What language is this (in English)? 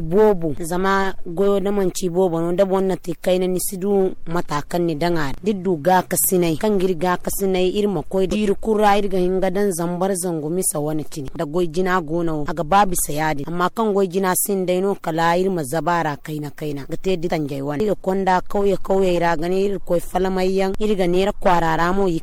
Zarma